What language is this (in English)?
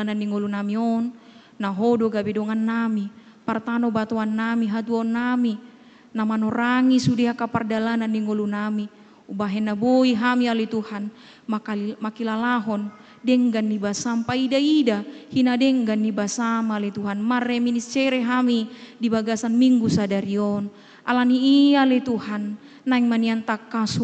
Batak Toba